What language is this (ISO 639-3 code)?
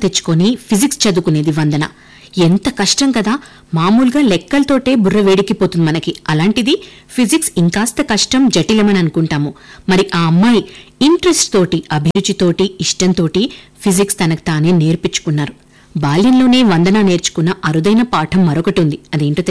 tel